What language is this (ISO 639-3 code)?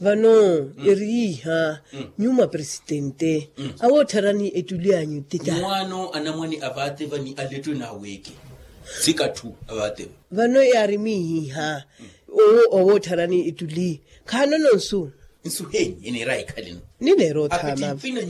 vmw